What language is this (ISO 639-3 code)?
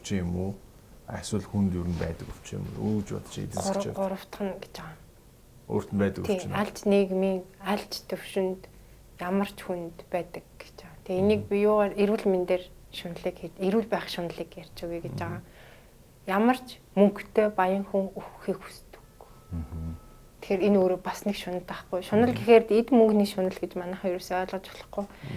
mon